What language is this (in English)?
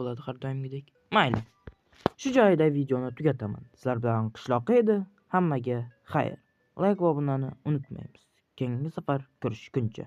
Uzbek